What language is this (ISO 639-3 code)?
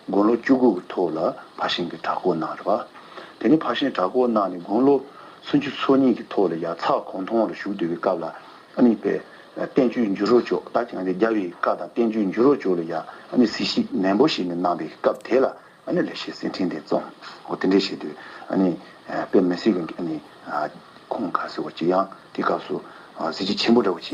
bod